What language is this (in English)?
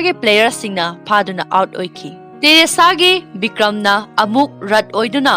Manipuri